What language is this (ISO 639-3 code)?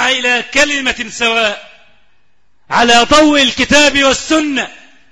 ara